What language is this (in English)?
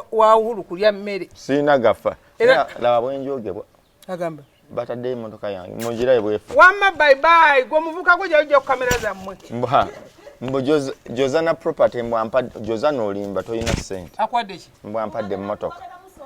Ganda